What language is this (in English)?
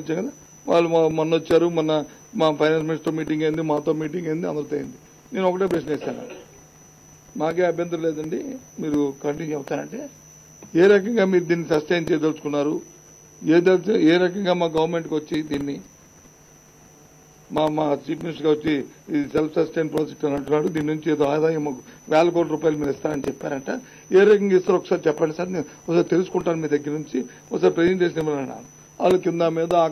Telugu